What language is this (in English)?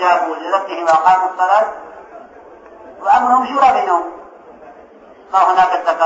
Arabic